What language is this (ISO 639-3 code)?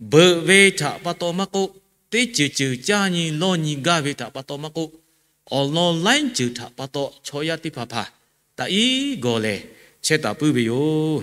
lhu